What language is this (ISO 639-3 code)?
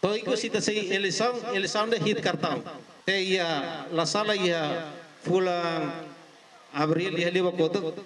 tet